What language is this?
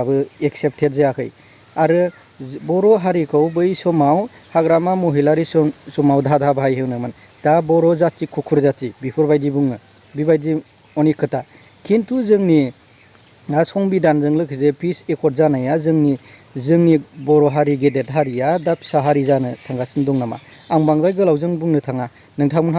Bodo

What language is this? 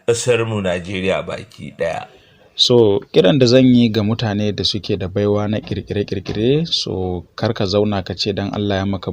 Hausa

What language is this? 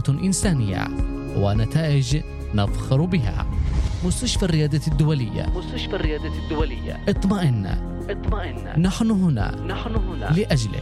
Arabic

